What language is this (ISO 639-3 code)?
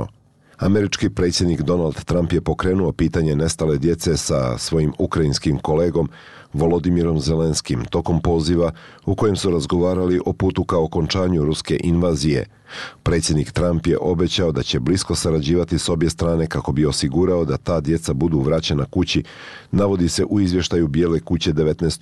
bos